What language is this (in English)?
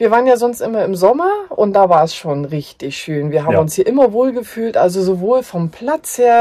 German